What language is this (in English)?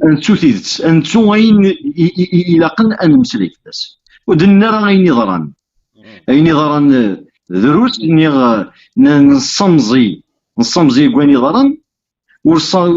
Kabyle